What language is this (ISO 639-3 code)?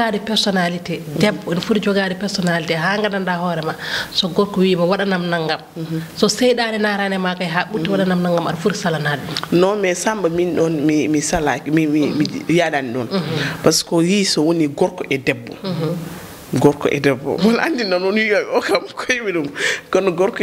ful